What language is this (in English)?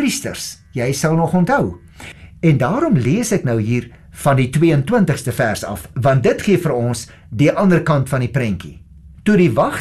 Afrikaans